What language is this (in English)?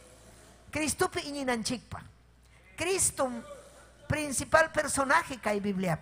Ayacucho Quechua